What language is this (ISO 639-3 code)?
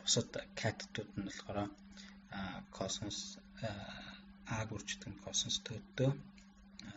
mon